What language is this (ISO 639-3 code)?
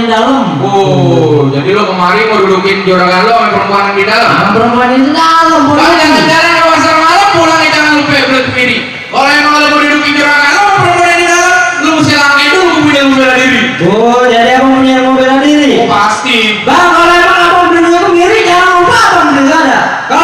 bew